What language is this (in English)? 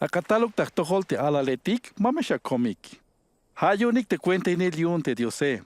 Tzeltal